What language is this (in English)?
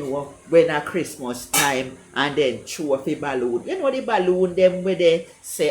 Jamaican Creole English